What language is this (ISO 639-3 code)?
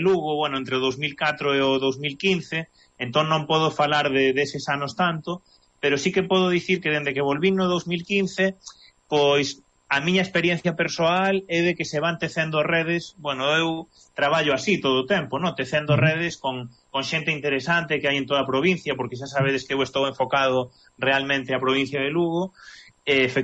glg